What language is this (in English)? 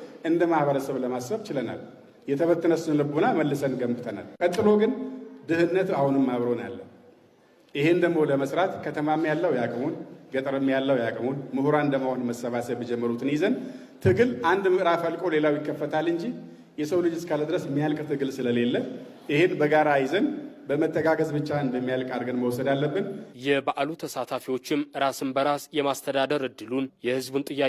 Amharic